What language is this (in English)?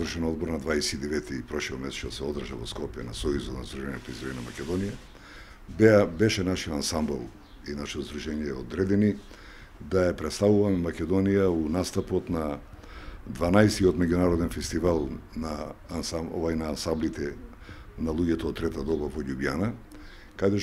Macedonian